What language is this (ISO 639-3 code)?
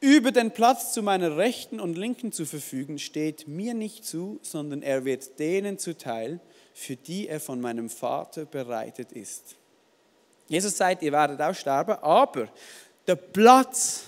gsw